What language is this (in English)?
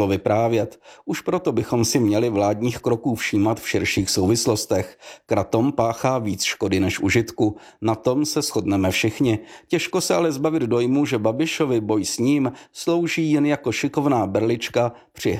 Czech